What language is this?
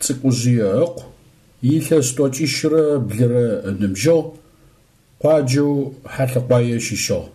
Adyghe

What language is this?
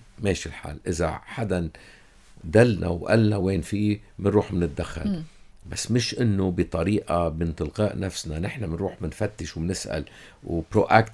North Levantine Arabic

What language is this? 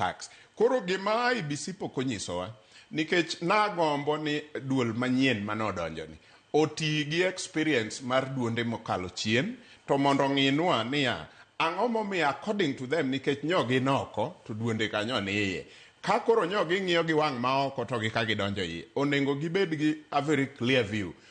Luo (Kenya and Tanzania)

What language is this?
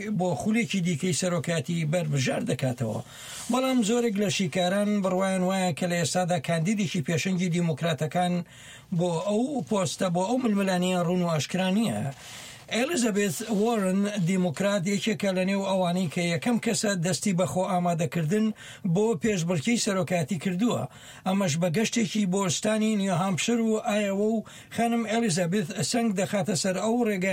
Central Kurdish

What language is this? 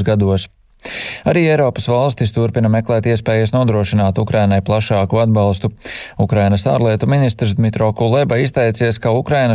Latvian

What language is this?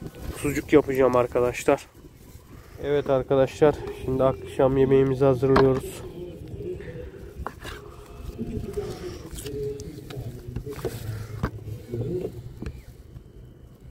Turkish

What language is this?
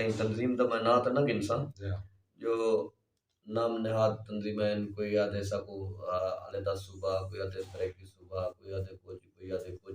Saraiki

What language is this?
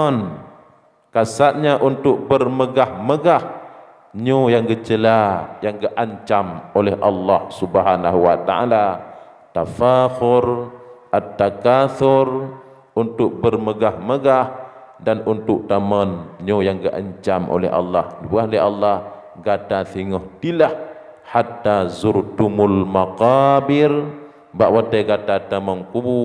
Achinese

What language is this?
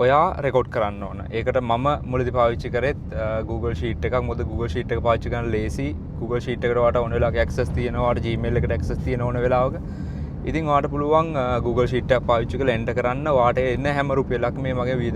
Sinhala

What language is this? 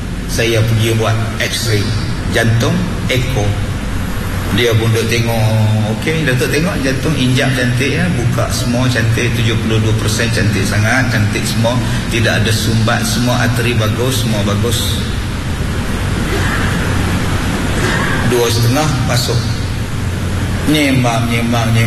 Malay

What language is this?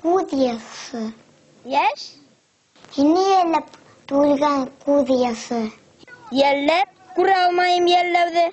Bashkir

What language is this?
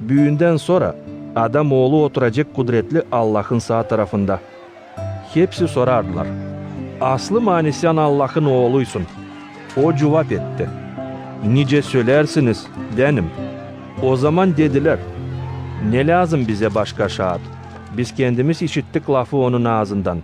Gagauz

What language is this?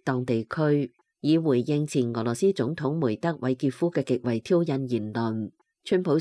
Cantonese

